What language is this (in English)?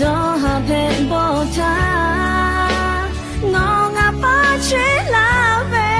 Lahu